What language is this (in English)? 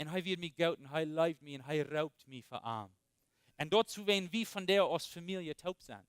Plautdietsch